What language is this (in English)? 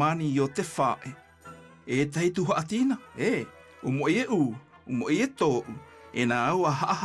South Marquesan